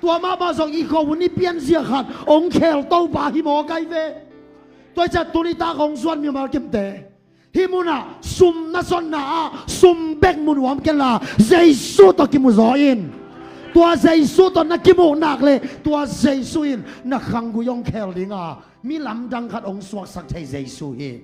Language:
Tedim Chin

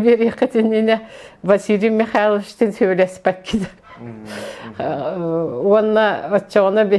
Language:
Yakut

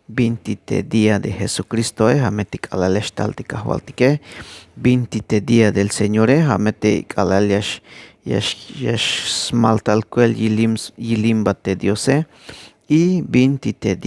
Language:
Tzeltal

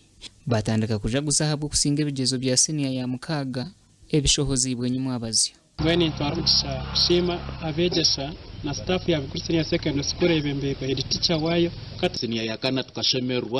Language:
Nyankole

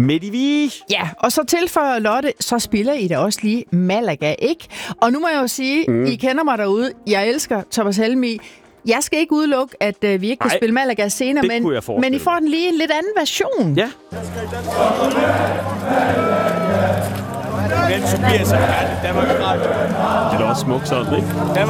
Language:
Danish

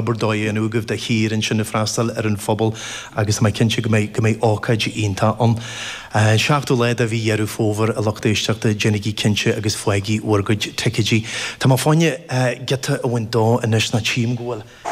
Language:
Irish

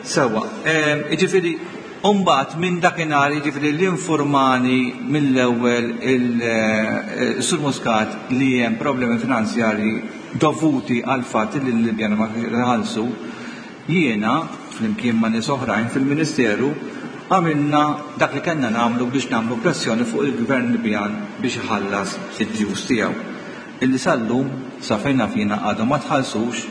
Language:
Maltese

